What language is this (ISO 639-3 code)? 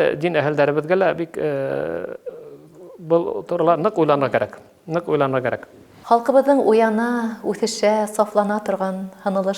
bak